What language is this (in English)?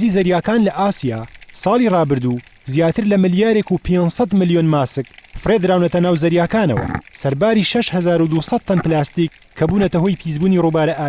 Central Kurdish